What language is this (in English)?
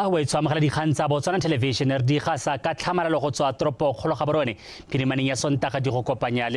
Tswana